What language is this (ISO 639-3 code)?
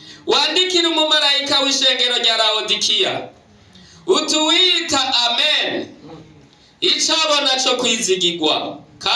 run